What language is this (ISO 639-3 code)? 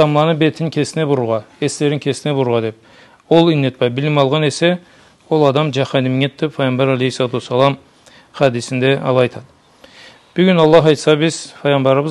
krc